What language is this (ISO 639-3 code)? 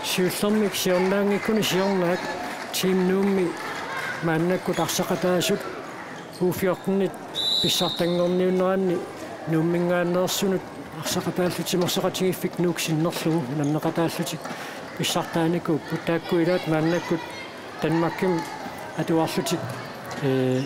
kal